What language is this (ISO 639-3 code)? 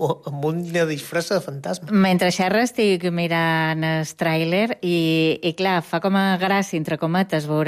cat